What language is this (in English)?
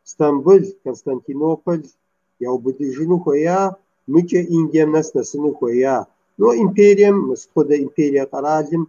Kabardian